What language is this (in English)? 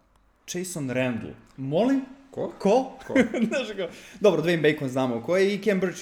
Serbian